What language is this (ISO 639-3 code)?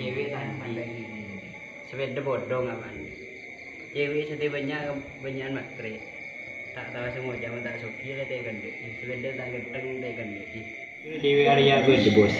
mad